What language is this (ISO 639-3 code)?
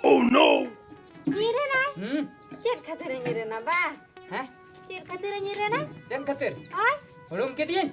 sat